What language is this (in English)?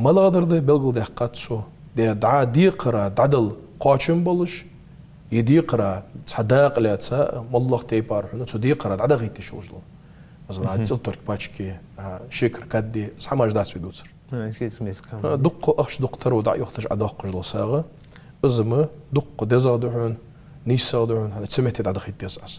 Ingush